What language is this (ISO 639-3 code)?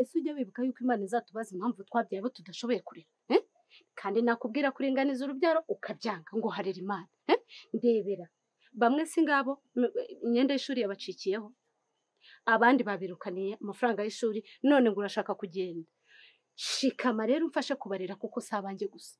kin